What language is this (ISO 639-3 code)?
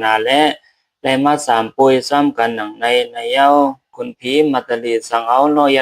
shn